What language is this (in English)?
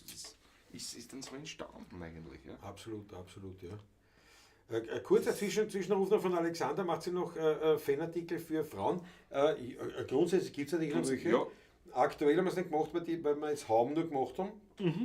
Bavarian